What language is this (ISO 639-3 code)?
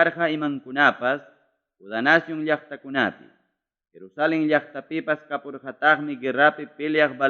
quy